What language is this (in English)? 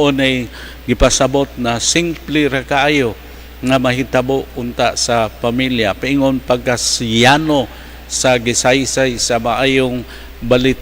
Cebuano